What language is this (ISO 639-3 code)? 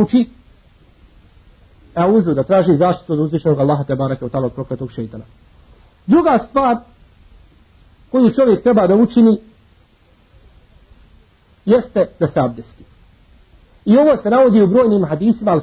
bos